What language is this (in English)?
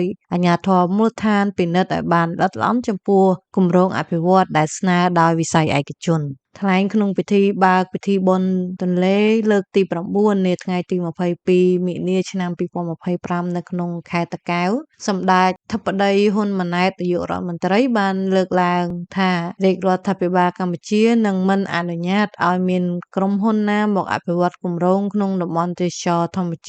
Khmer